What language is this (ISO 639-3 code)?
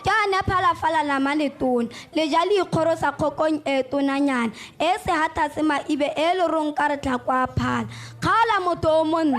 tsn